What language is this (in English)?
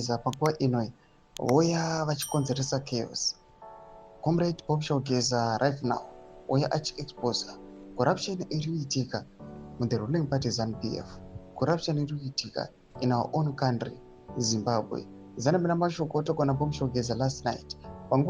Shona